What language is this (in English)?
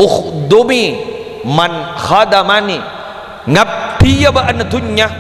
Madurese